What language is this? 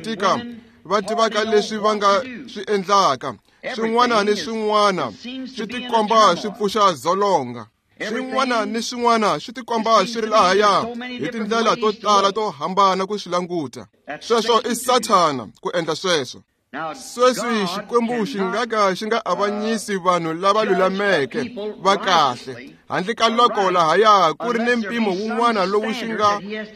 Tsonga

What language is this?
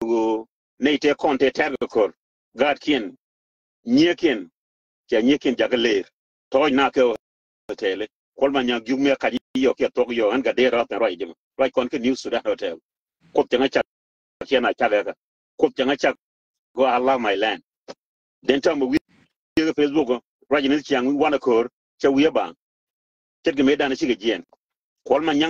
Nuer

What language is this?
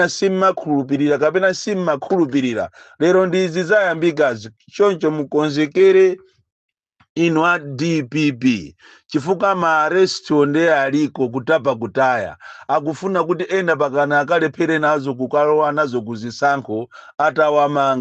Nyanja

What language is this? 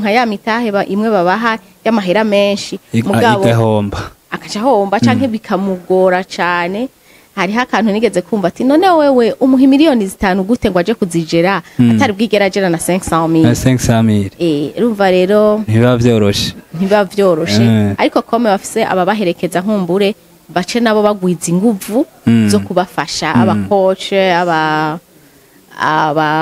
Rundi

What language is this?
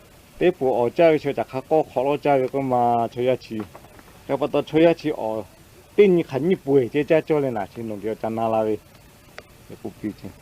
Lahu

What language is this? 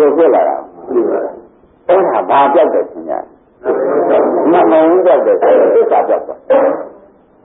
Burmese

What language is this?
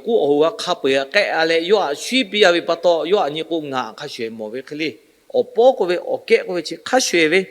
Lahu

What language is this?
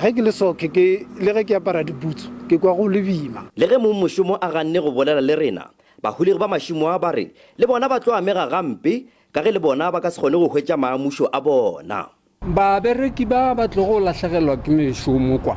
Northern Sotho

